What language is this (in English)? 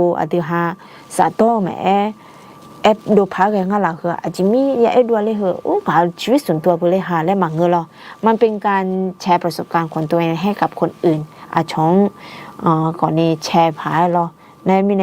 Akha